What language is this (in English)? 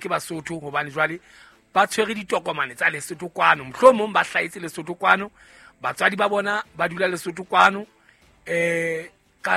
Southern Sotho